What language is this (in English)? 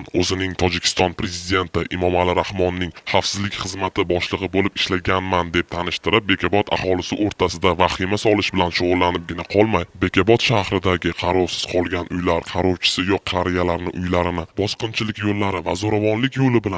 Uzbek